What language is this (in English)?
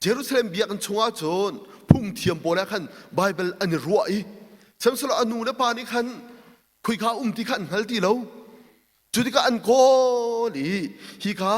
Hakha Chin